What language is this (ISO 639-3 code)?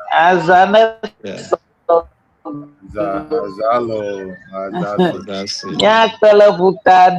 ewe